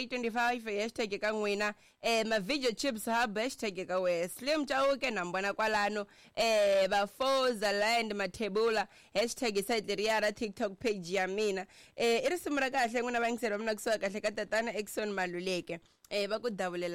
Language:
Tsonga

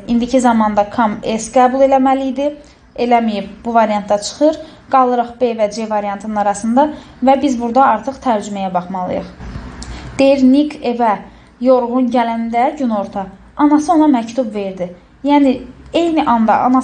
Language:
Azerbaijani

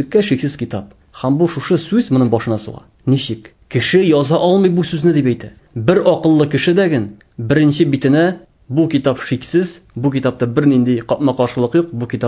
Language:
Tatar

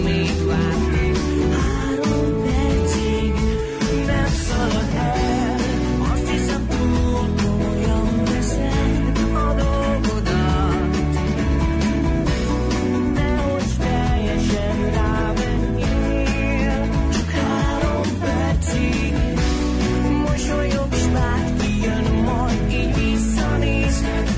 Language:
Hungarian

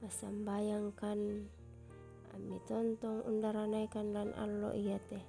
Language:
Toraja-Sa'dan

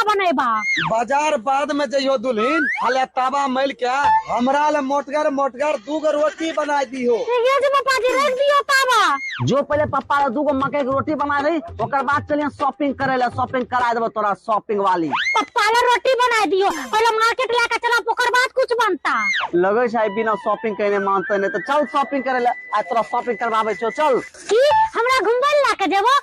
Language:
Maithili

